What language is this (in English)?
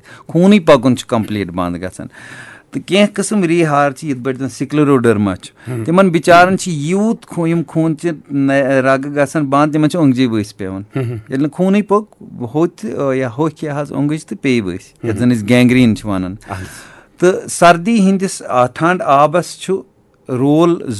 Kashmiri